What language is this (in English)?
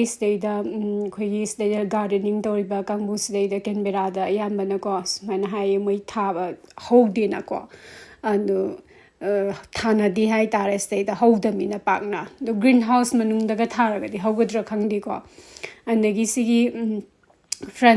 Manipuri